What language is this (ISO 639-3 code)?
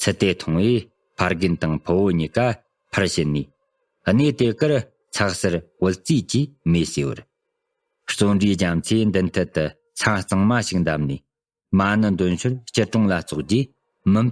bod